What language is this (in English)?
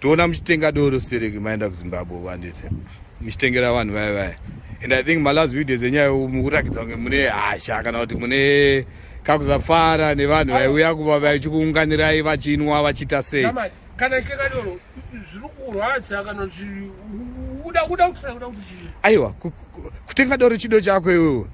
Shona